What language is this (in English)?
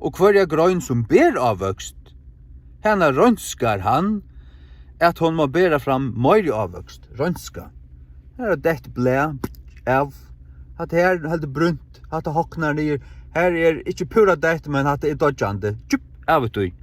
Faroese